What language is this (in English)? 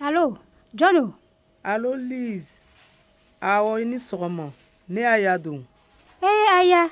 Bambara